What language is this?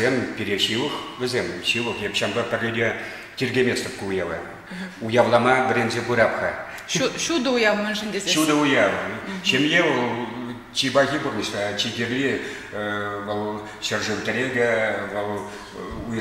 Chuvash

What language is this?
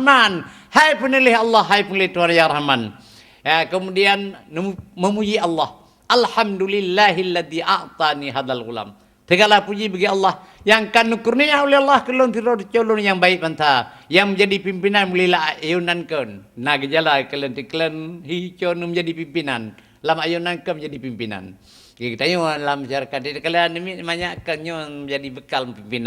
Achinese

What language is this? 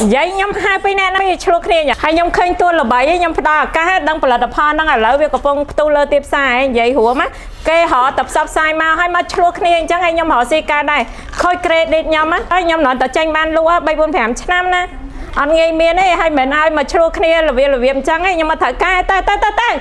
Khmer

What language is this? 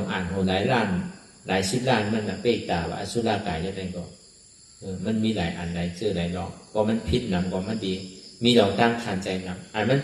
Shan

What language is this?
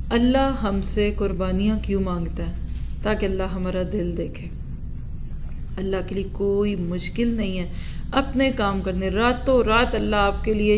Urdu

